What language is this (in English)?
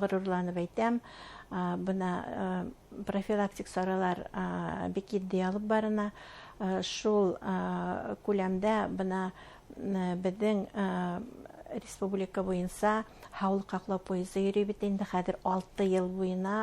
Bashkir